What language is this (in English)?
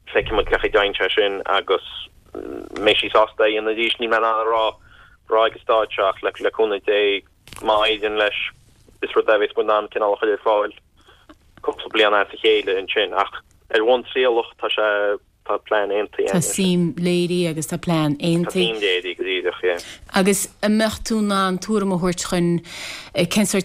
Irish